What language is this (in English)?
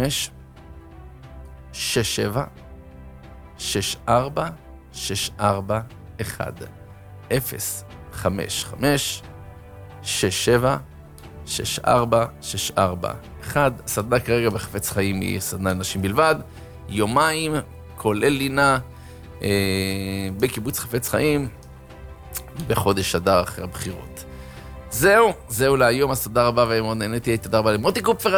Hebrew